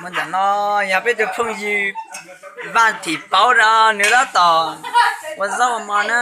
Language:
Hmong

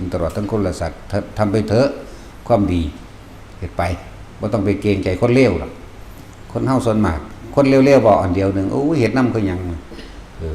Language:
Northeastern Thai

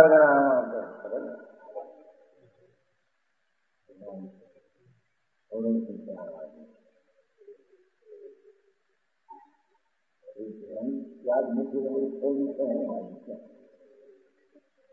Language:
Gujarati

